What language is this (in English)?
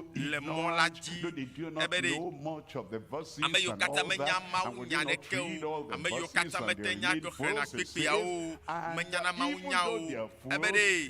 Ewe